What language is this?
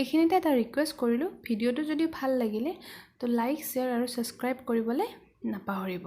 Assamese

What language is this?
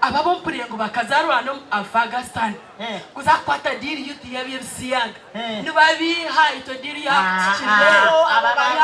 Nyankole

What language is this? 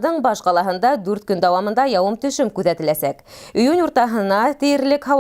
Bashkir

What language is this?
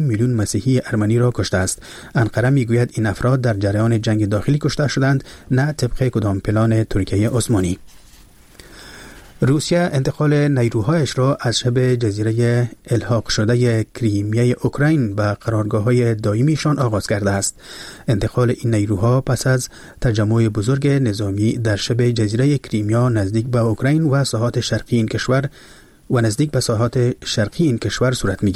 Persian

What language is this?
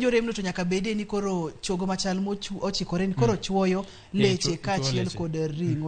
Luo (Kenya and Tanzania)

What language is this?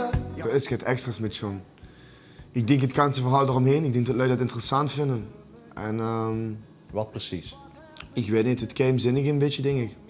Limburgish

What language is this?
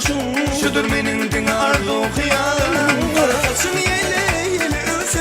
Turkmen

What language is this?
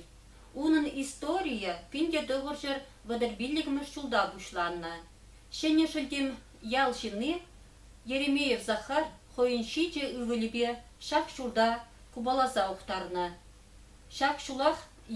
Chuvash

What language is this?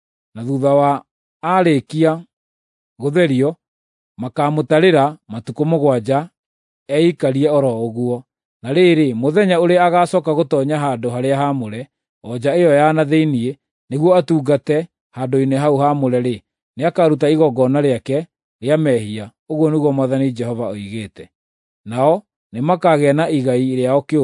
Kikuyu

